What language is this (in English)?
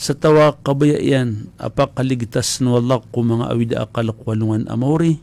Maranao